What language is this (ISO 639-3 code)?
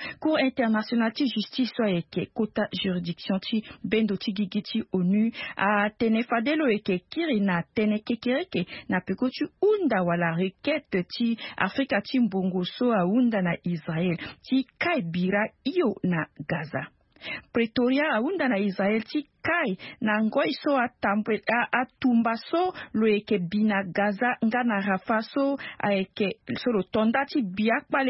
sag